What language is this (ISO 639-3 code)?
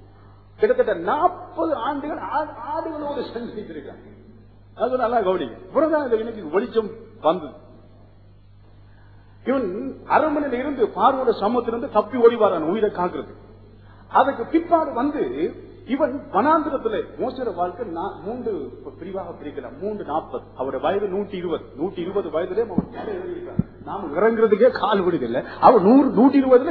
tam